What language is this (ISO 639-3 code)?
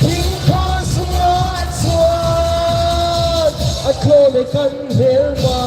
hmr